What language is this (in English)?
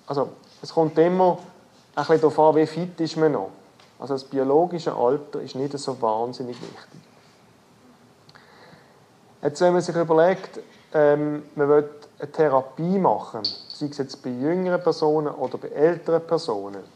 German